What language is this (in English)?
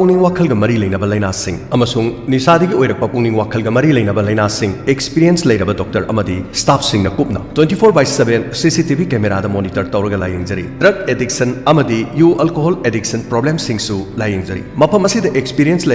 Manipuri